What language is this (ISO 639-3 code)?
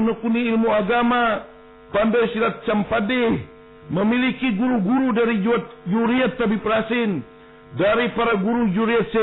bjn